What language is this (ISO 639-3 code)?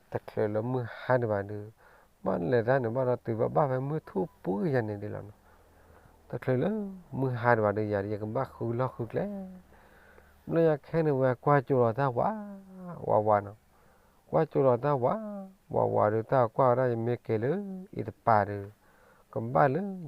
ksw